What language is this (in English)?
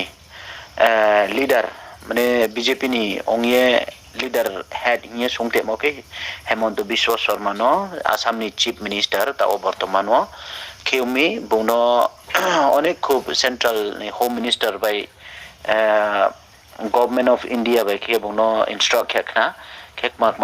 Riang (India)